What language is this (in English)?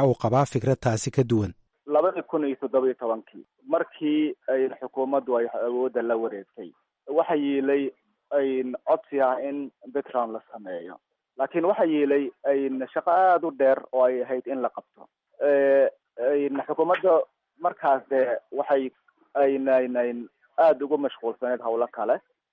Somali